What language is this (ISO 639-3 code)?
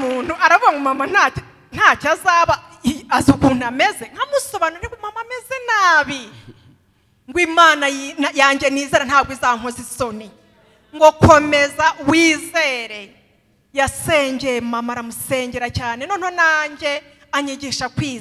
kin